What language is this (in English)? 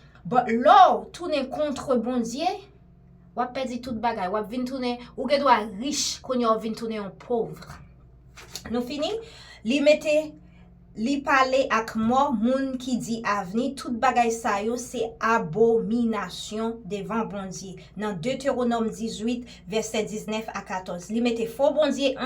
Haitian Creole